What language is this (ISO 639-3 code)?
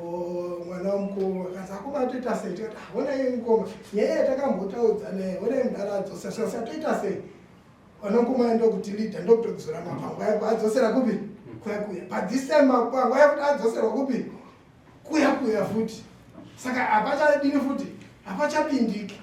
sna